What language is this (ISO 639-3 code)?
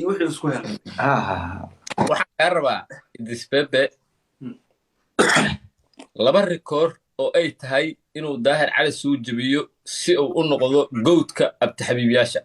som